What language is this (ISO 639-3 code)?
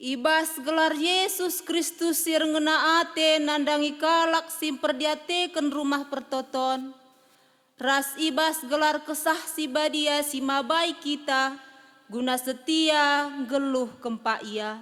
btx